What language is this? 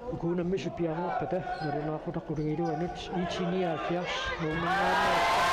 Kalaallisut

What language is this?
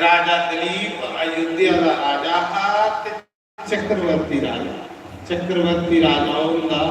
Dogri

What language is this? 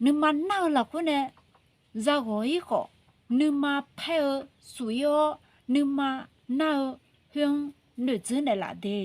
Akha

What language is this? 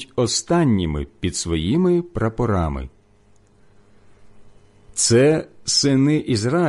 Ukrainian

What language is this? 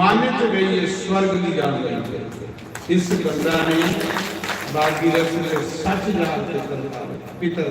Dogri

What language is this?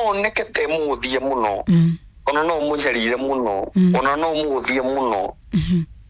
Kikuyu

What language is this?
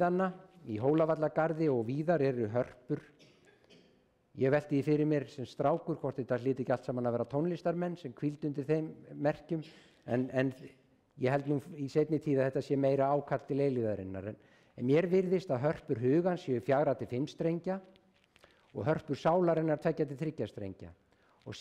Icelandic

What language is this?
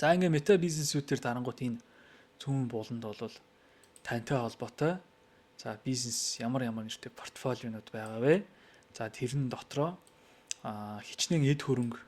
Mongolian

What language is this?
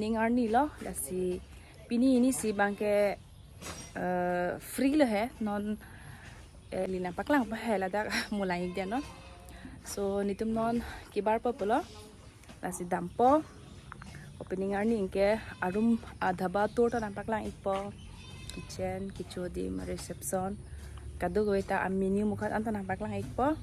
Karbi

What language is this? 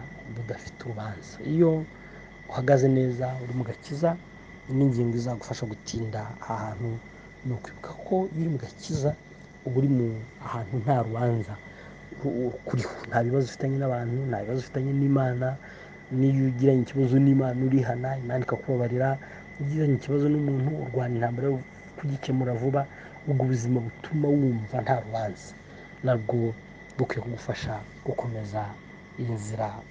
Kinyarwanda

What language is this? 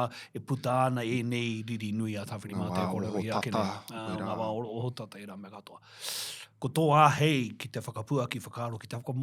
Māori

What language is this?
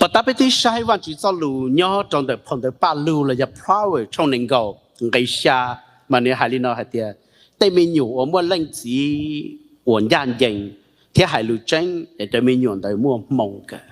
Hmong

